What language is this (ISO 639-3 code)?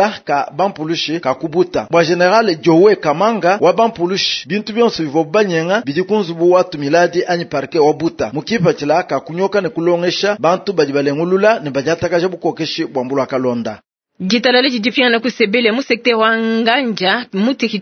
lua